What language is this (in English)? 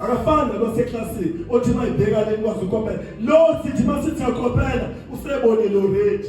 Zulu